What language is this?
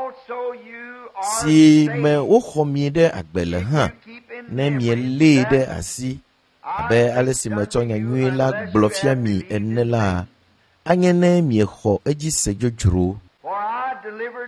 Ewe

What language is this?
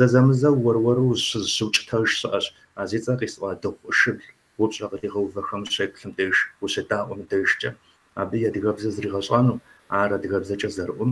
Kabardian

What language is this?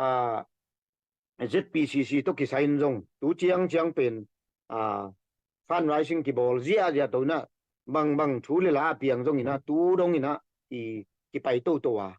Tedim Chin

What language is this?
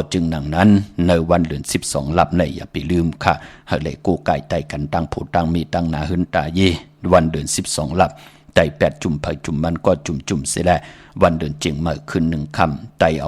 Shan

